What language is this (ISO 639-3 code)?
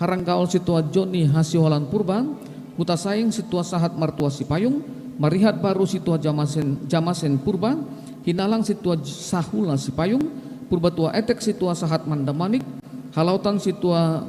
bts